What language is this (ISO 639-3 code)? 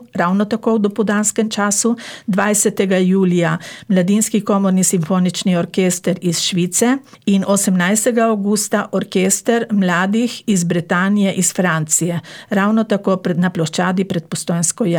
slv